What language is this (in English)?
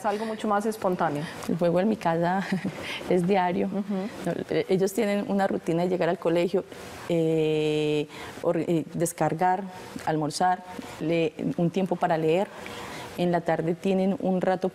Spanish